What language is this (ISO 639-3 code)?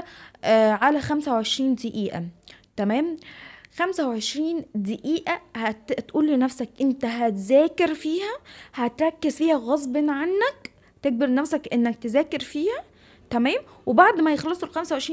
arz